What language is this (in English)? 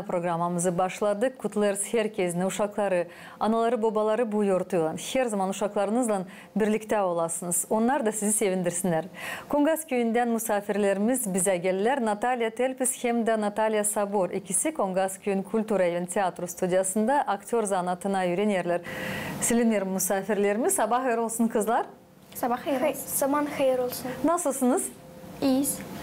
Gagauz